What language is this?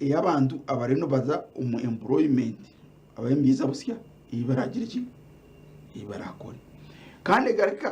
Nyankole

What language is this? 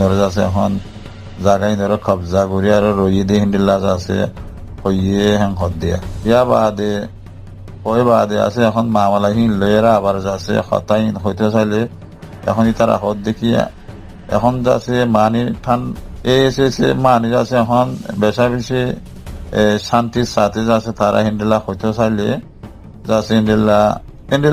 Rohingya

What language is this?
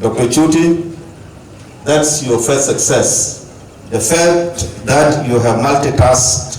Dinka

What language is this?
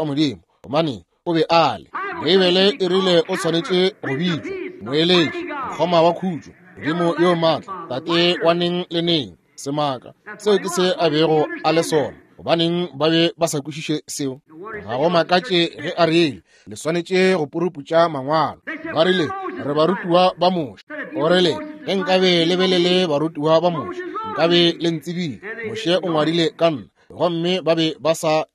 Northern Sotho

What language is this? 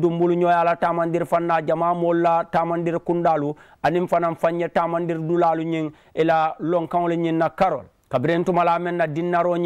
Mandingo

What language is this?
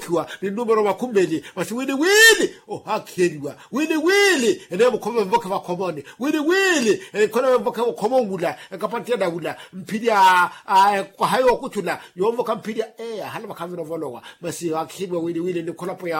Makhuwa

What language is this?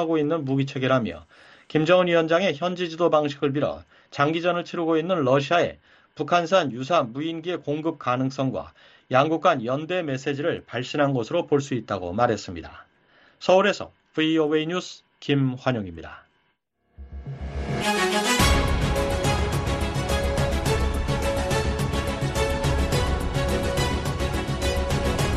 Korean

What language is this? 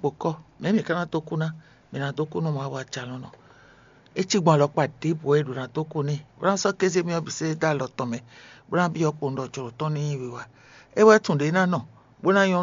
Fon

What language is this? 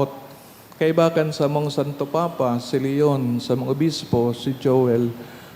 Bikol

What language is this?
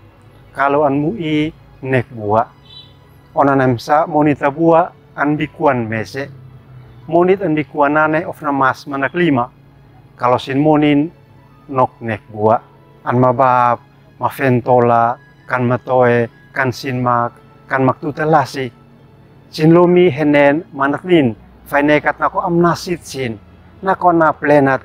Uab Meto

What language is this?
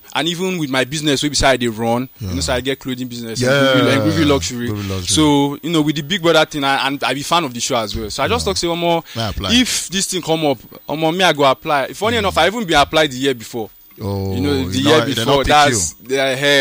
Nigerian Pidgin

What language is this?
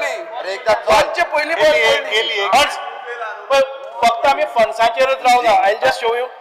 Konkani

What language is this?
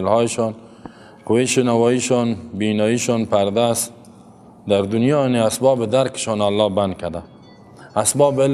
Persian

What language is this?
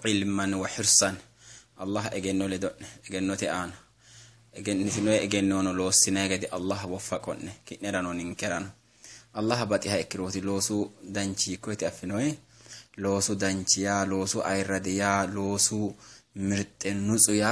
Sidamo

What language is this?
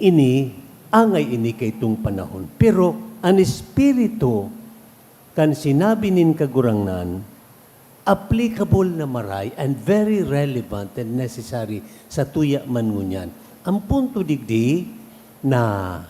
Bikol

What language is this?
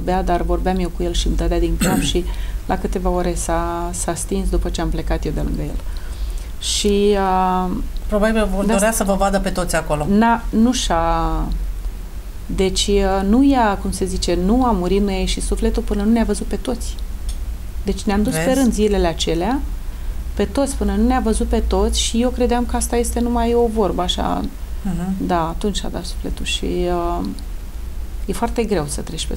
Romanian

